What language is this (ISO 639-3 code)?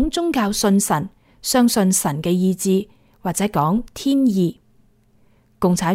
yue